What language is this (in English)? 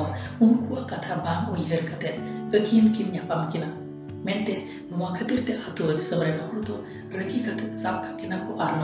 Santali